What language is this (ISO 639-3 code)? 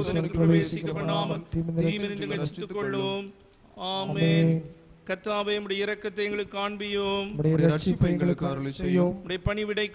tam